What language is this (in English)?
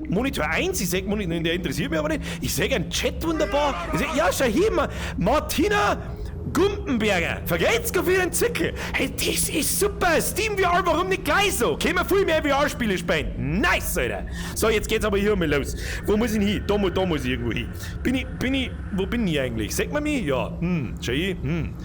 Bavarian